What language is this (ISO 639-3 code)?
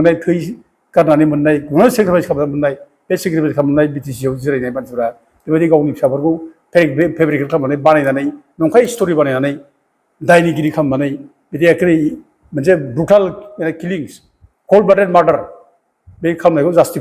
brx